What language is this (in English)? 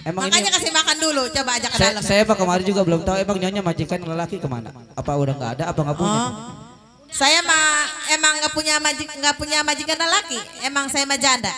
Betawi